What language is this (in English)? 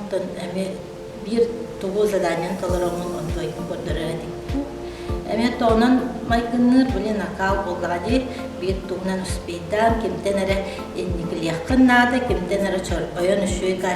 Yakut